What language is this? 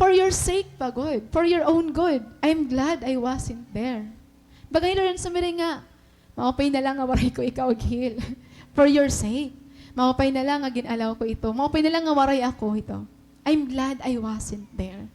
Waray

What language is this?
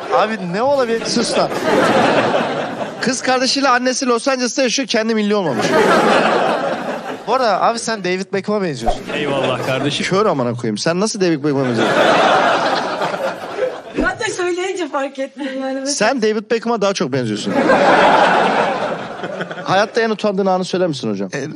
Turkish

